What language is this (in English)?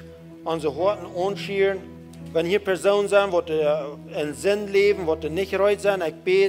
Plautdietsch